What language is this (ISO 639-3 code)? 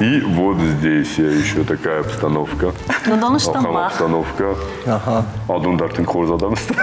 oss